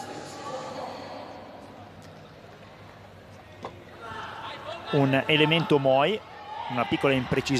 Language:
Italian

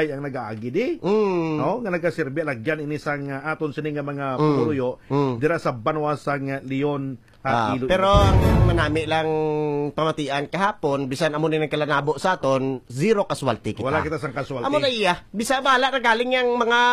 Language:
Hiligaynon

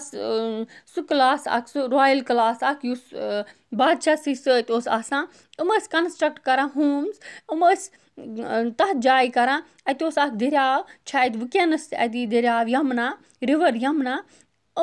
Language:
Kashmiri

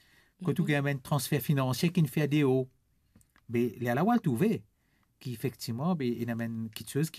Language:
Morisyen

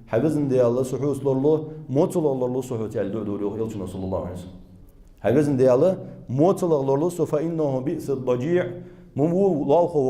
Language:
Ingush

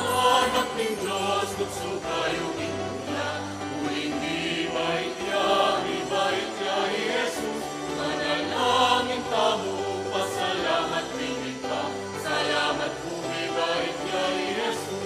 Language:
Pampanga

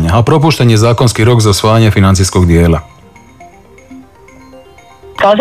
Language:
Croatian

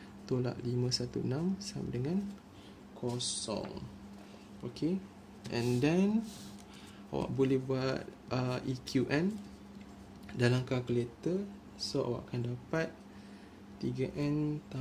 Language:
Malay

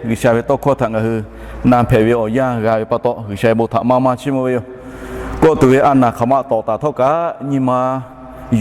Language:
Lahu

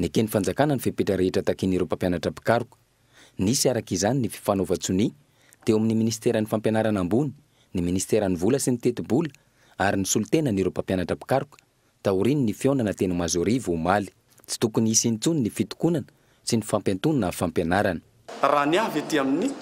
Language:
Malagasy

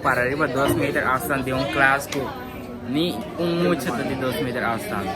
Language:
Papiamento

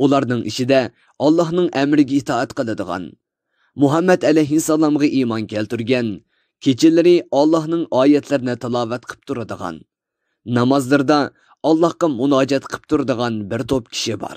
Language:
Uyghur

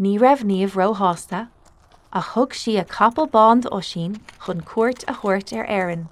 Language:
Irish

